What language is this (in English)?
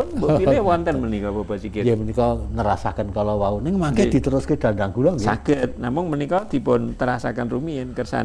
Javanese